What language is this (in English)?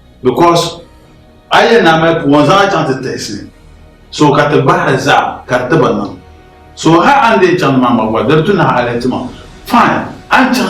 Dagbani